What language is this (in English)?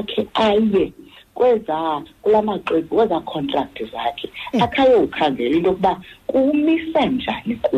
Xhosa